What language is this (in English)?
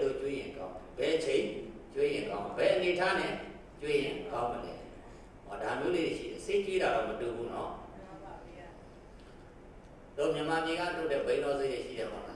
Burmese